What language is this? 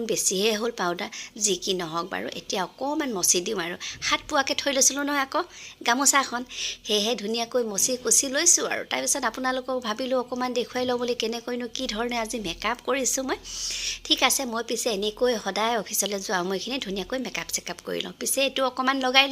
Assamese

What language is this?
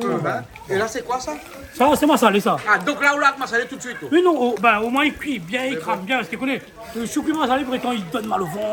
Réunion Creole French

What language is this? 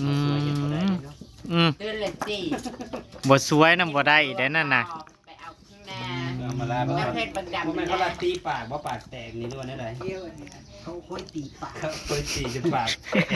Northeastern Thai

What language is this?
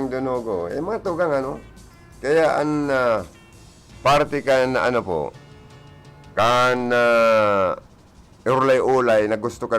Bikol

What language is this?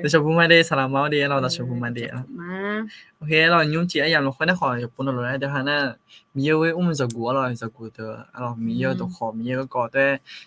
Akha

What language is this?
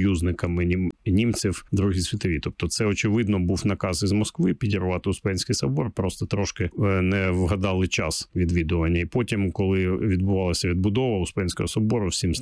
Ukrainian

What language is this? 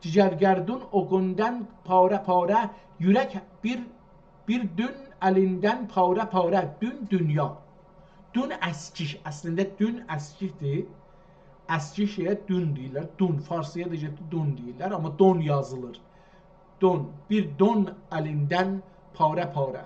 South Azerbaijani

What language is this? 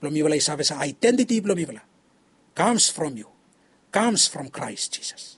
Bislama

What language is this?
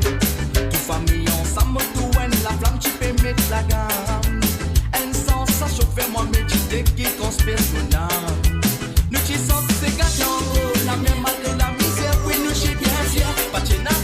Morisyen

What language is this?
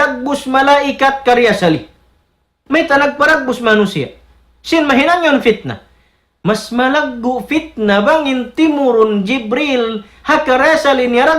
Tausug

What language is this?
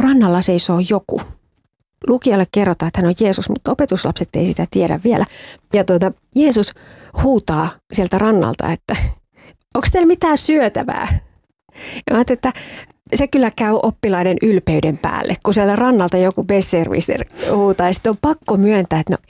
Finnish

